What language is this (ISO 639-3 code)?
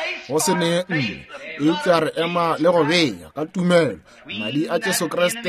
nso